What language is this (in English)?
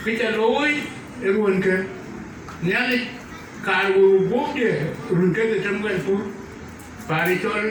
Dinka